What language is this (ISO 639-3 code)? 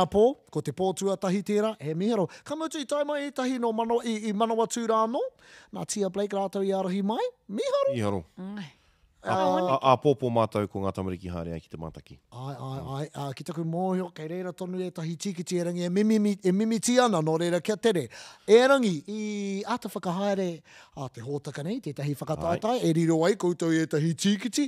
mri